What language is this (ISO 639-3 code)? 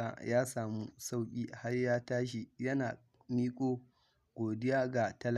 hau